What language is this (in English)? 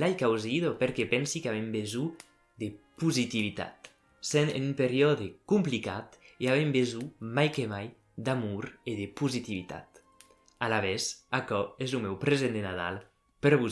Occitan